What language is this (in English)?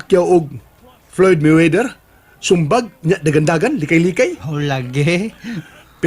Cebuano